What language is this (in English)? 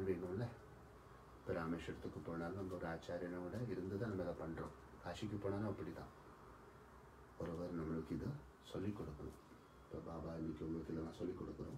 Tamil